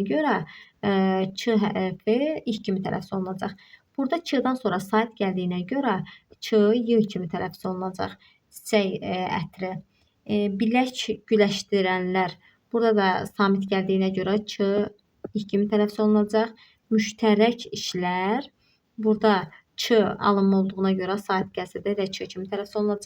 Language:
Azerbaijani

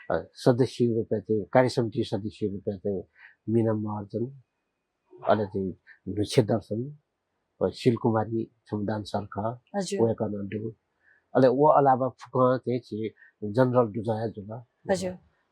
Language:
Newari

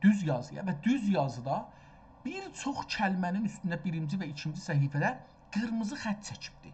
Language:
South Azerbaijani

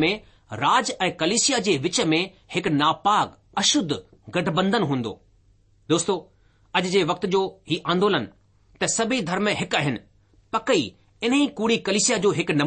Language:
Sindhi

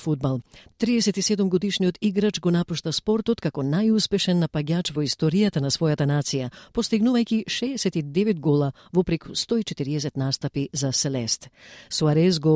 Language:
Macedonian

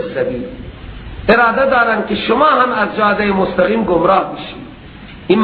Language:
Persian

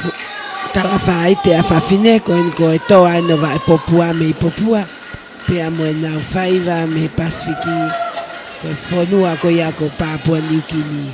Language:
Tongan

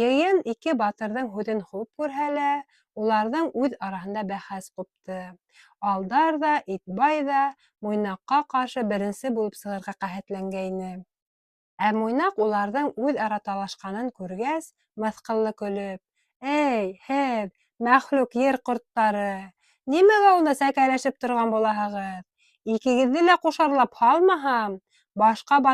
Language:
Bashkir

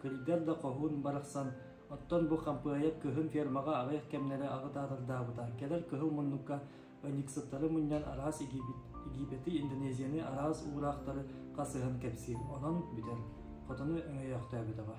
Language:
Yakut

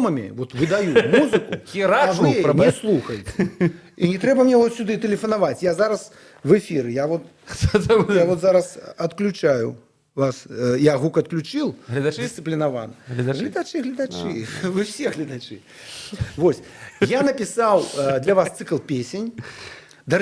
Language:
Belarusian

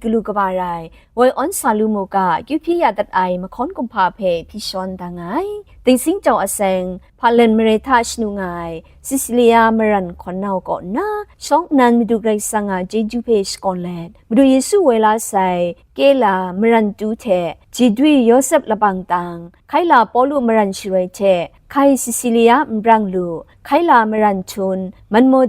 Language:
Kachin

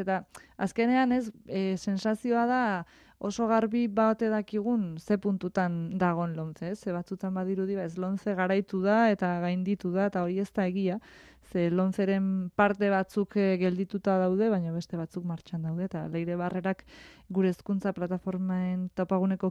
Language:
Basque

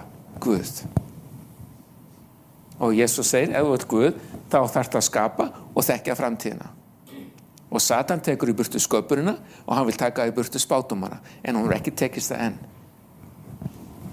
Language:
Icelandic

